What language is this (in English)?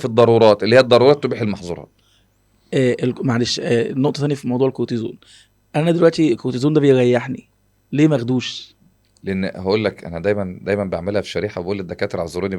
Egyptian Arabic